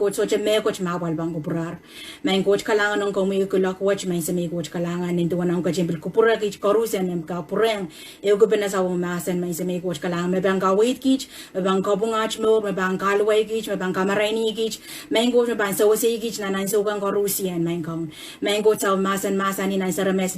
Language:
Pohnpeian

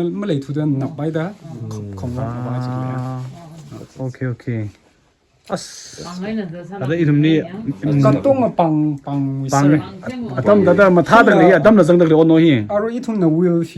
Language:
Tangkhul Naga (India)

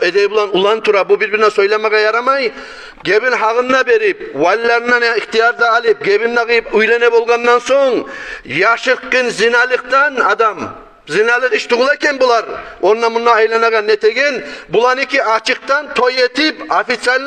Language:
Kumyk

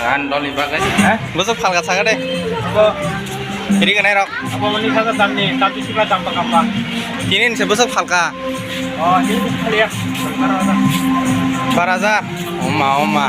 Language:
Kok Borok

